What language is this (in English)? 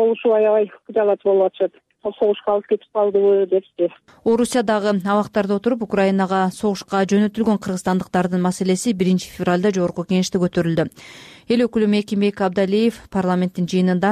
Kyrgyz